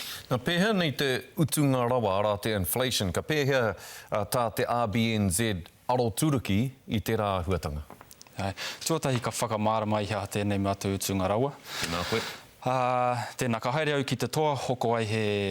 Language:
Māori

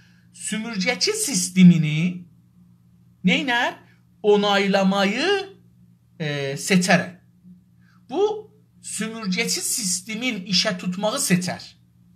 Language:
South Azerbaijani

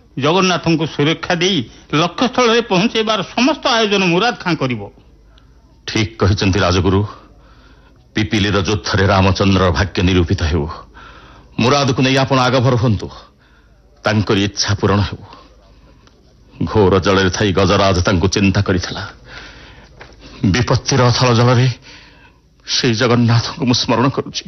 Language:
Odia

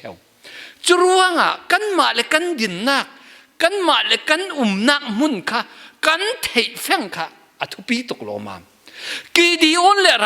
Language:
Falam Chin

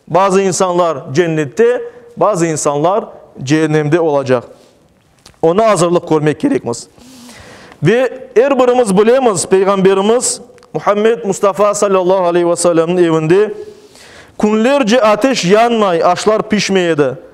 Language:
Crimean Tatar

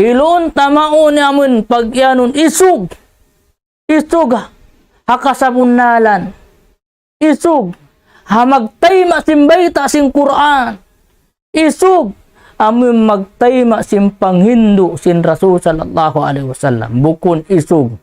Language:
Tausug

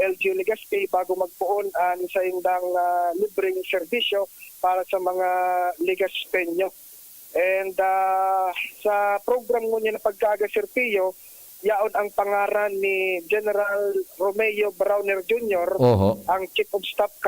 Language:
Bikol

